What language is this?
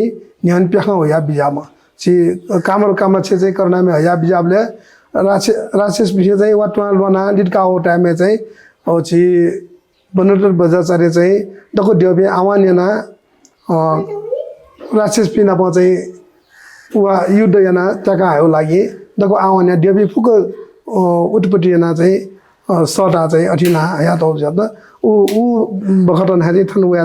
Newari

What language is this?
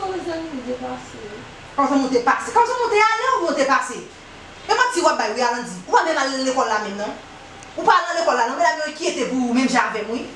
Haitian Creole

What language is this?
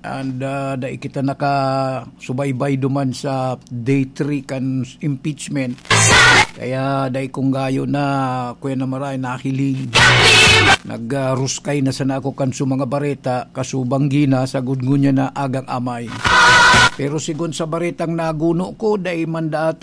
Bikol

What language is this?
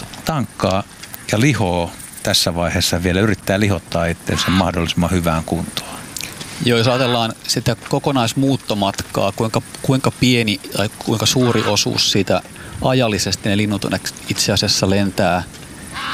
Finnish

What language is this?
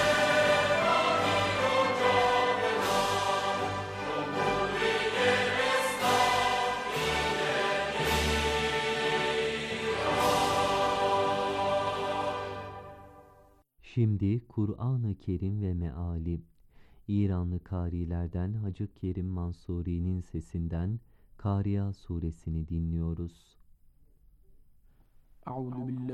Turkish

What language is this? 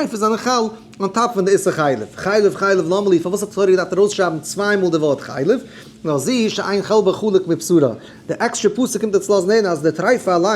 Yiddish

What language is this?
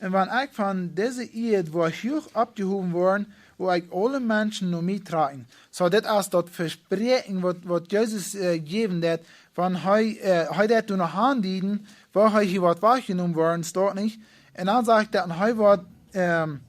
Plautdietsch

